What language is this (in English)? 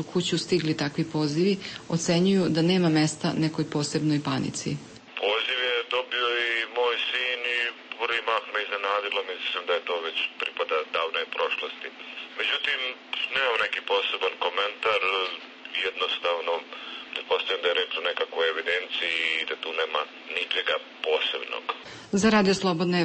Serbian